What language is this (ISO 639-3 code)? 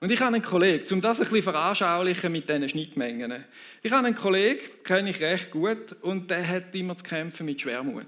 gsw